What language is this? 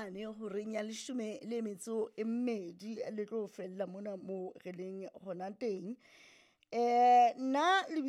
Southern Sotho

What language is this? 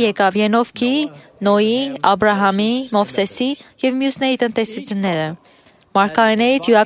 Armenian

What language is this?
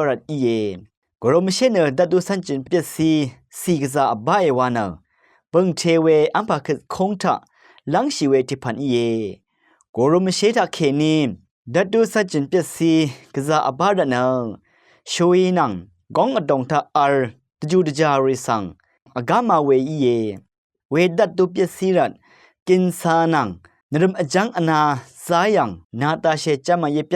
Rawang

